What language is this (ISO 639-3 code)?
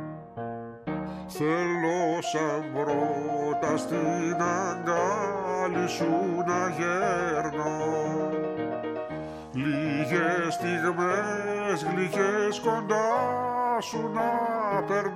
ell